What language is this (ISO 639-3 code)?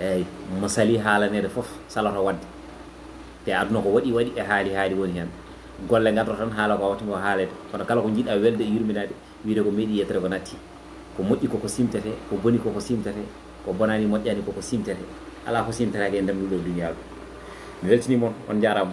ful